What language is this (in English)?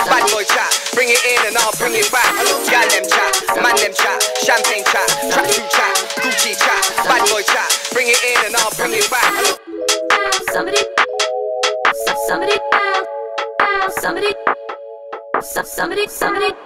English